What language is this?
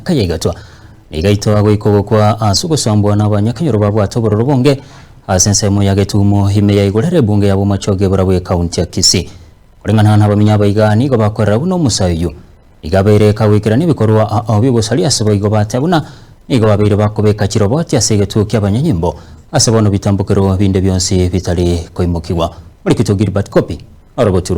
Gusii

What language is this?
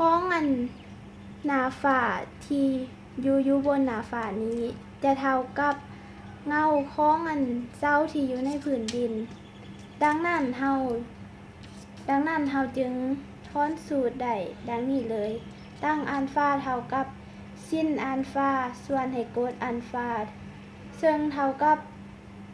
Lao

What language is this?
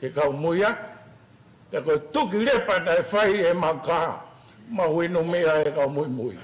Tongan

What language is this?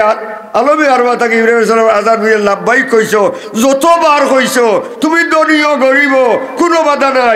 Sylheti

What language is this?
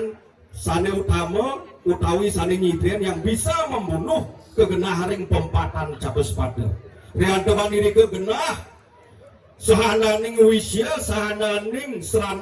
Balinese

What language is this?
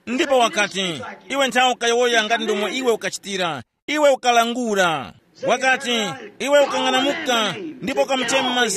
Tumbuka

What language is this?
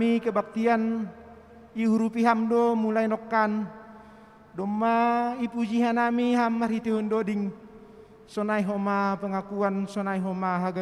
Batak Simalungun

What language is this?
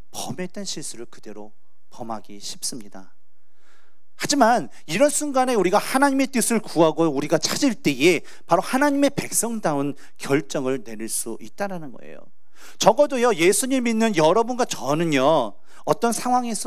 Korean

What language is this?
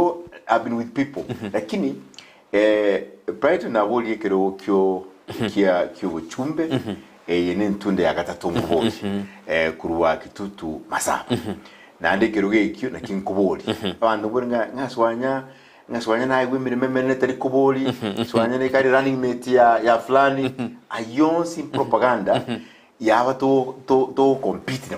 Gusii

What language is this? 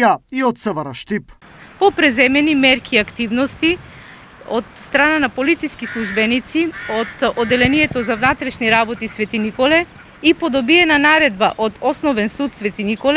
Macedonian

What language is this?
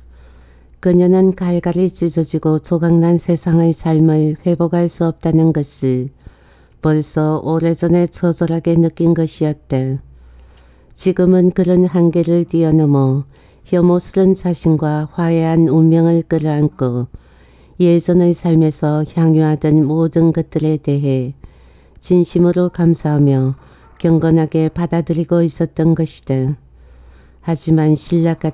Korean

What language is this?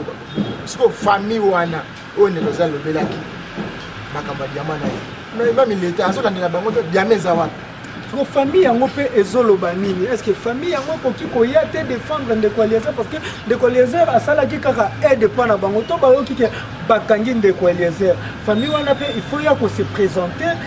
Lingala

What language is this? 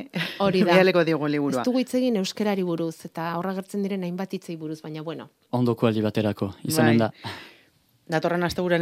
Basque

